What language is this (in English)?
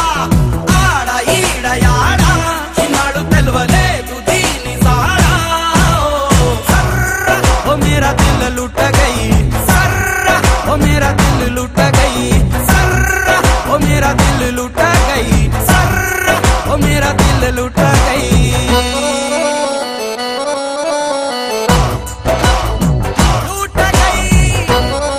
Telugu